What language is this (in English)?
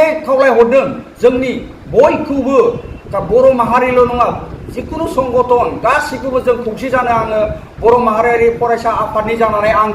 Bodo